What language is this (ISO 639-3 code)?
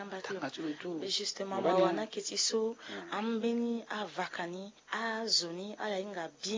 sag